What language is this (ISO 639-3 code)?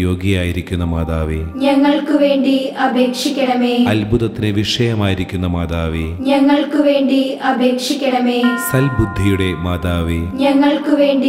mal